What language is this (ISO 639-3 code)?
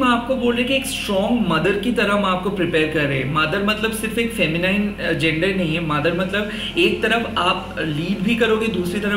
hin